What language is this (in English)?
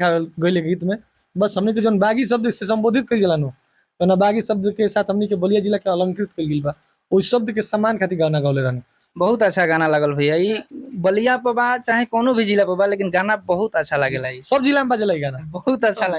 Bhojpuri